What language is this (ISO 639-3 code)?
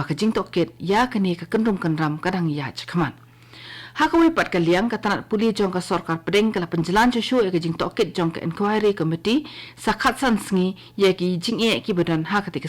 kha